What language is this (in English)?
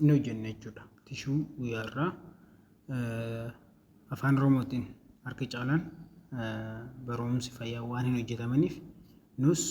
Oromo